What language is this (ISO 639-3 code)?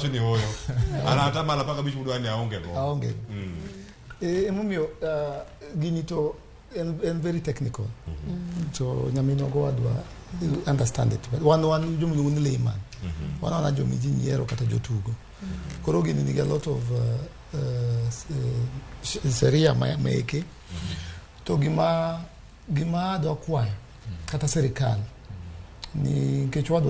luo